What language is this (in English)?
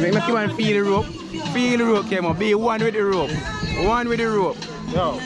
Jamaican Creole English